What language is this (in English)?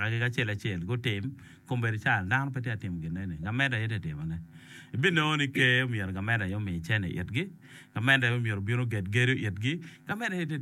Acoli